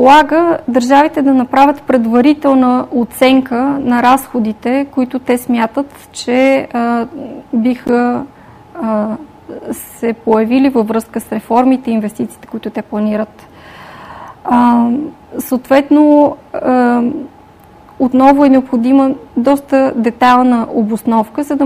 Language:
Bulgarian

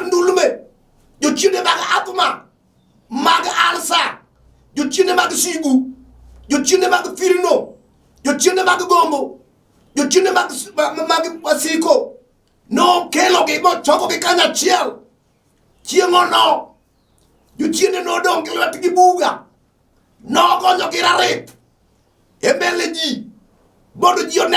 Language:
Luo (Kenya and Tanzania)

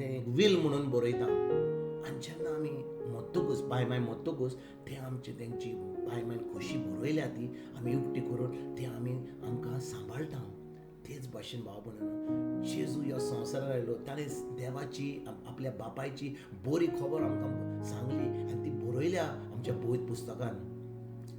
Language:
Konkani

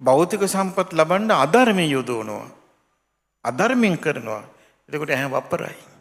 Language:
Sinhala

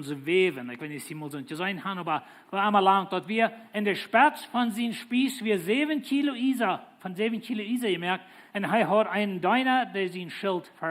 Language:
Plautdietsch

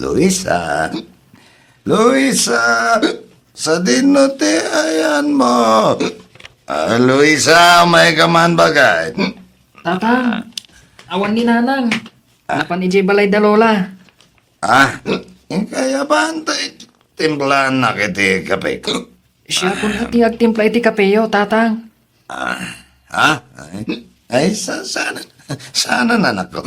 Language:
Iloko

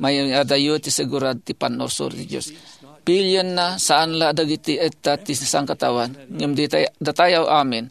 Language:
Iloko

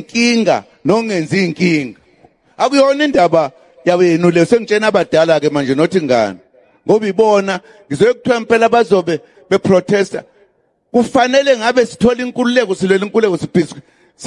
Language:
Zulu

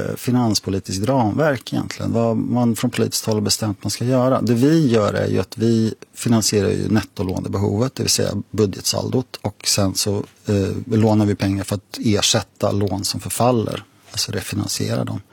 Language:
Swedish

